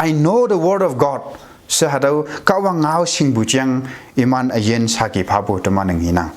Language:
Konyak Naga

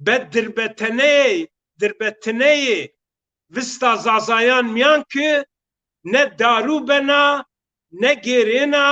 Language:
Zaza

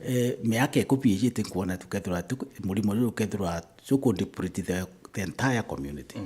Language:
Meru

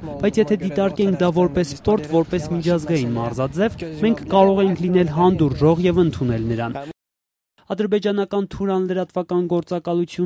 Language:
Armenian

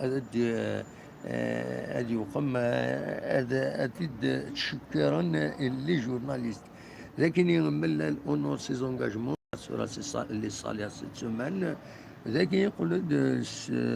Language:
Kabyle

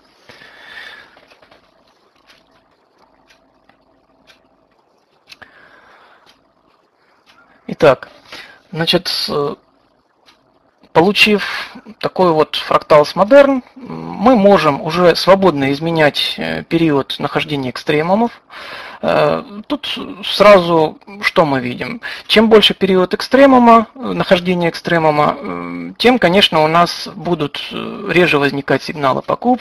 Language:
Russian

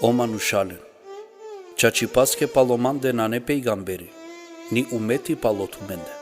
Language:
Balkan Romani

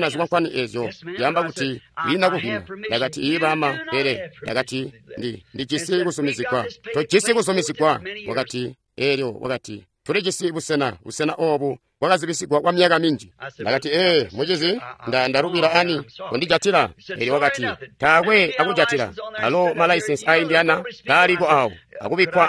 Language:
Tonga (Zambia)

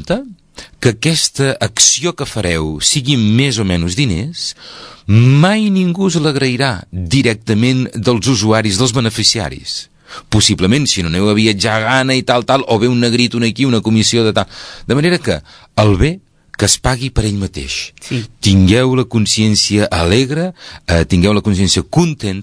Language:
Catalan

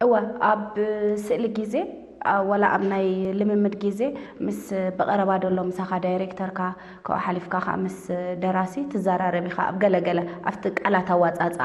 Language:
Tigrinya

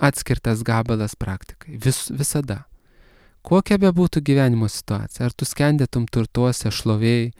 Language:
Lithuanian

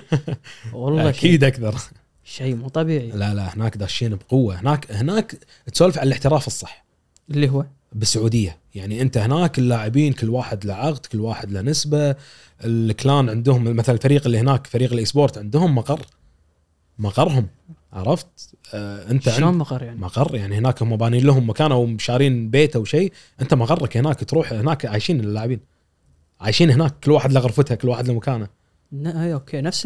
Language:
Gulf Arabic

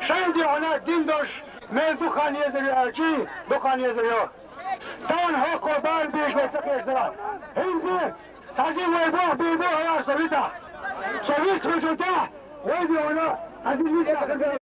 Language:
Chechen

